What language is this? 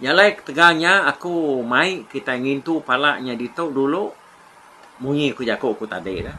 Iban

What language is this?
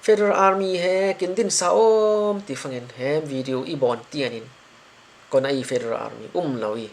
Falam Chin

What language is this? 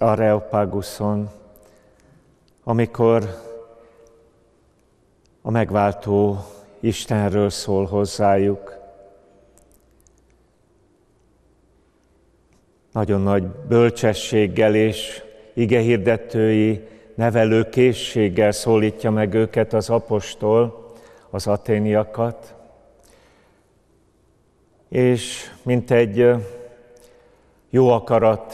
Hungarian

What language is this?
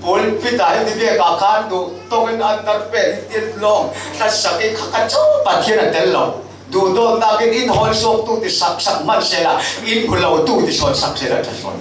Falam Chin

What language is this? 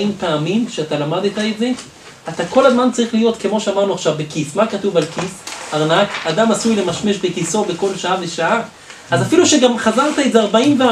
Hebrew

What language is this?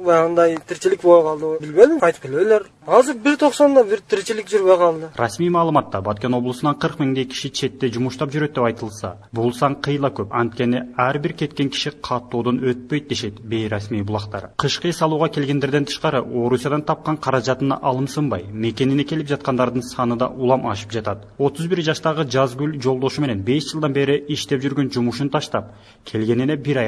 Kyrgyz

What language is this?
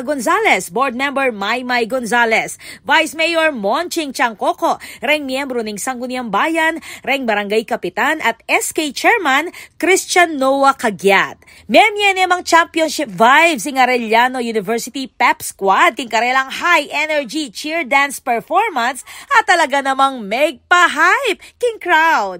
Pampanga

